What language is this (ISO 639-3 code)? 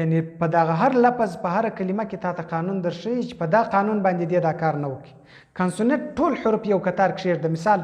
pus